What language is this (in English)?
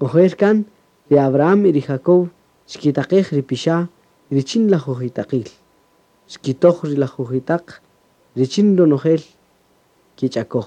Kaqchikel